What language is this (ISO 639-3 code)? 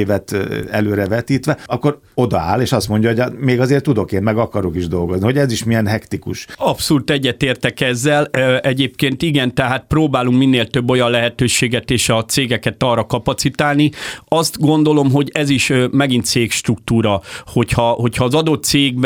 hun